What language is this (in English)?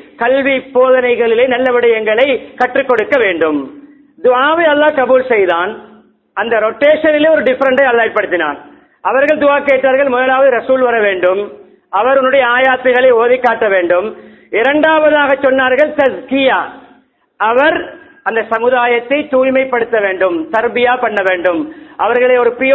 Tamil